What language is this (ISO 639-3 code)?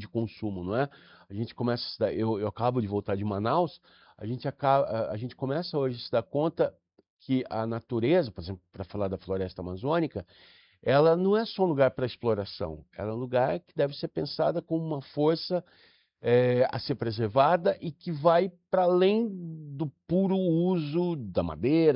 por